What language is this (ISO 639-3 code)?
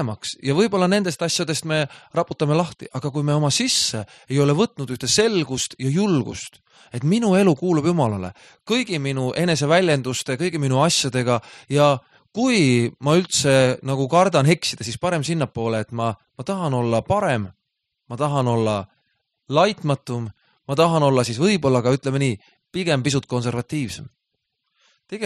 est